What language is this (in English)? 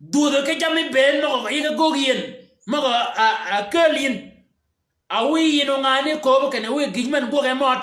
Shilluk